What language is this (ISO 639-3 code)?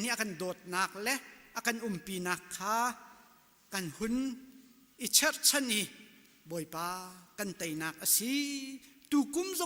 cnh